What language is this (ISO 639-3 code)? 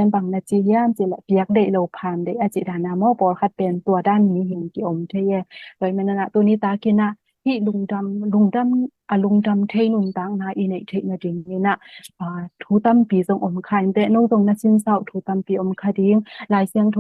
ctd